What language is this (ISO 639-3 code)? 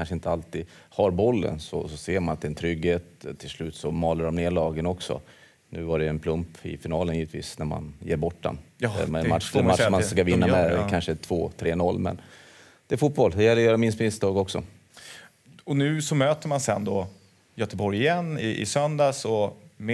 swe